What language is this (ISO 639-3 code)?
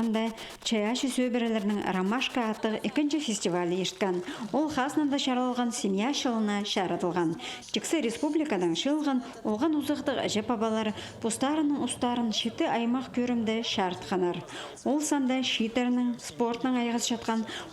kjh